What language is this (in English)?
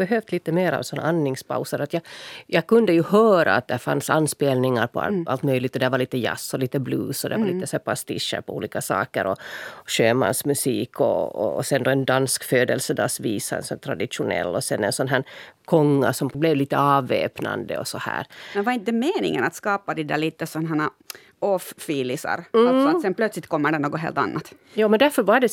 Swedish